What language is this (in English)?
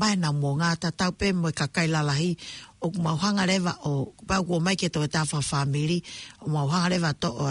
Tongan